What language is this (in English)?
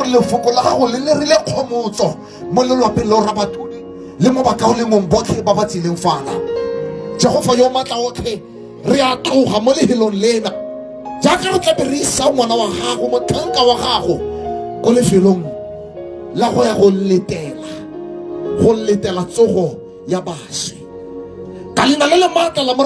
Tswana